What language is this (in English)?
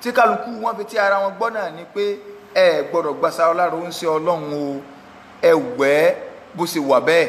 Yoruba